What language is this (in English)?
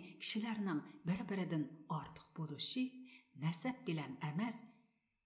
Uyghur